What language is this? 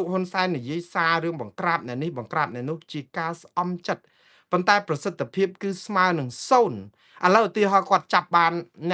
Khmer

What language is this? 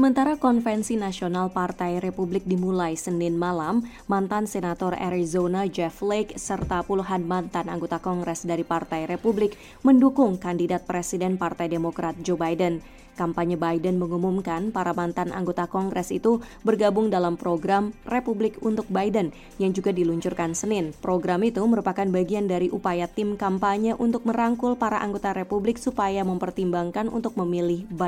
Indonesian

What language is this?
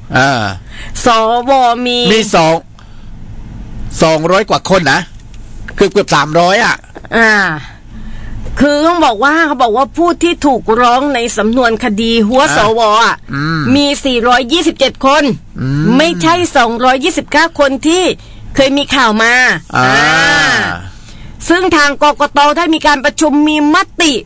Thai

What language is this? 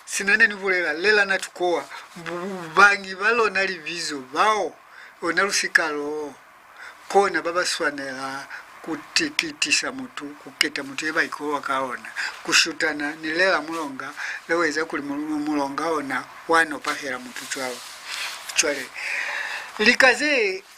Lozi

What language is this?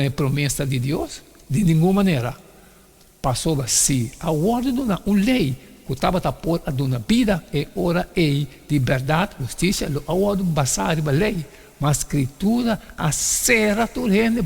Papiamento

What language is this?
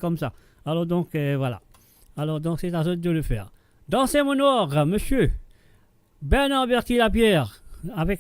Morisyen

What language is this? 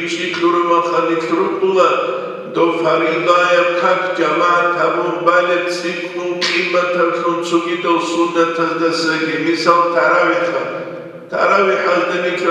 Avaric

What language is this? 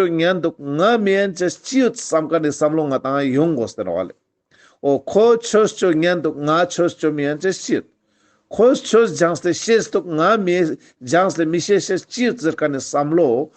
Ladakhi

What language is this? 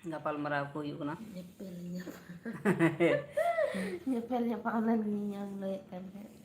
Santali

